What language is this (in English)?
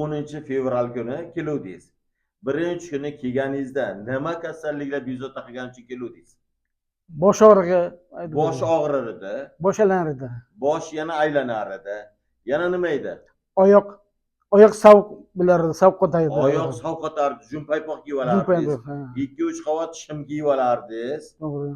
Uzbek